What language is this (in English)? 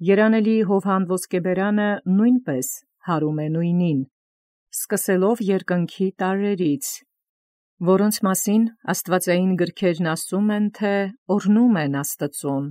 Armenian